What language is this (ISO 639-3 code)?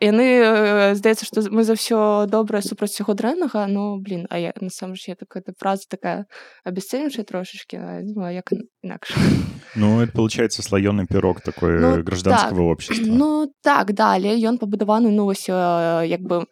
bel